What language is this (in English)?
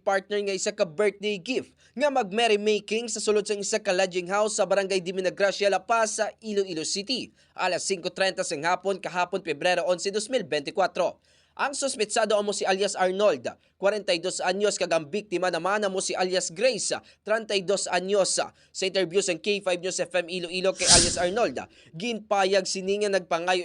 Hiligaynon